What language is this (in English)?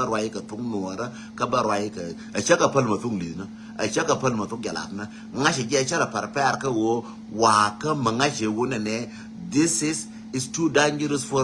Nuer